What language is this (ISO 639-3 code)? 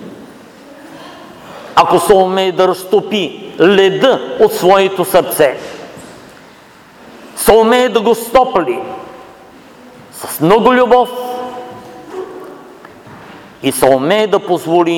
bul